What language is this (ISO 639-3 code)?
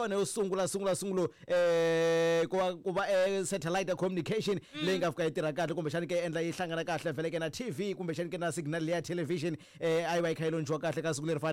tso